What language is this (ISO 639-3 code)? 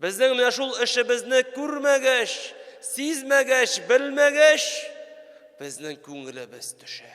tat